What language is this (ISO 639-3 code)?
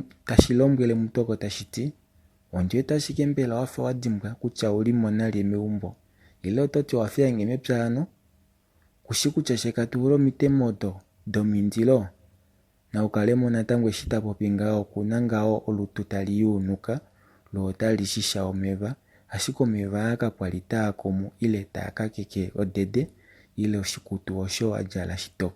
kua